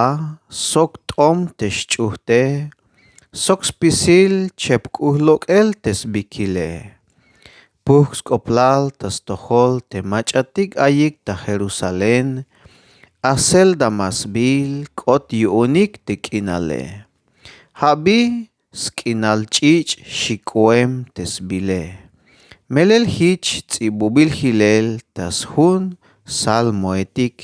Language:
Tzeltal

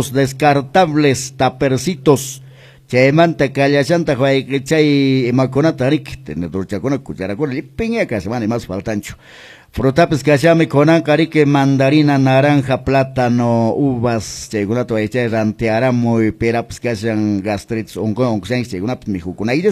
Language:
Quechua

